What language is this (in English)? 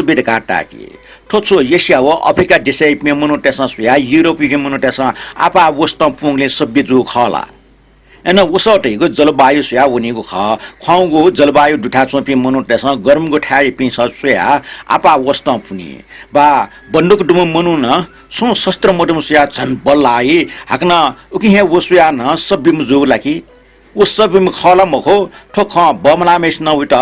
Newari